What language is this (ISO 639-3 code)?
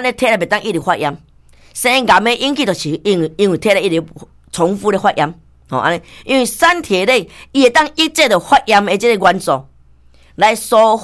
nan